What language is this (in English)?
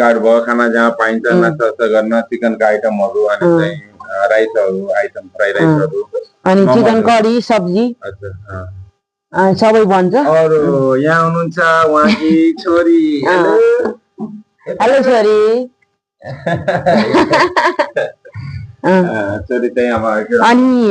Nepali